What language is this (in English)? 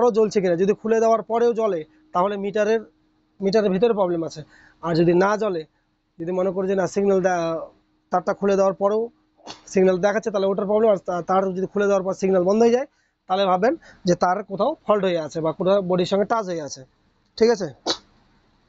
Bangla